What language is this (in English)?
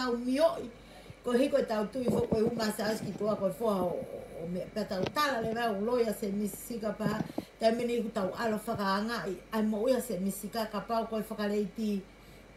Tongan